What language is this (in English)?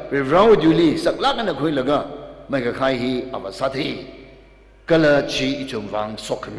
Tangkhul Naga (India)